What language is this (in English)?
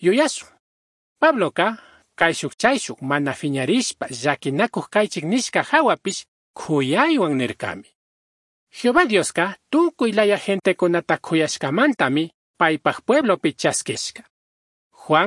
Chimborazo Highland Quichua